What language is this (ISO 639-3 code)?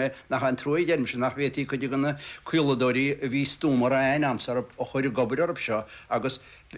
gle